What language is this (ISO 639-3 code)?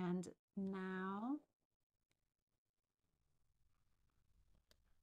eng